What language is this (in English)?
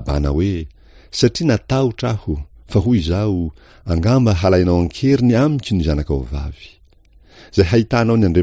Malagasy